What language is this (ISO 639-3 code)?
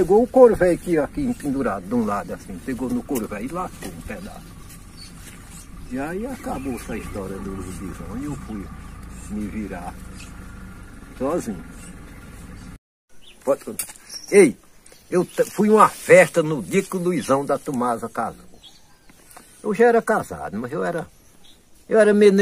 por